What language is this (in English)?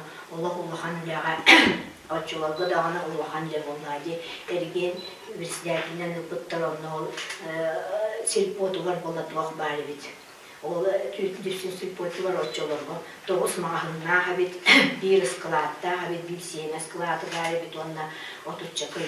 Yakut